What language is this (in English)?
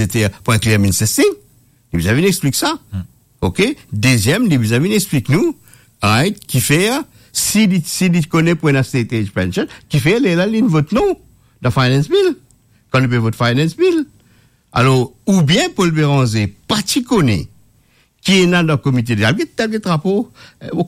Morisyen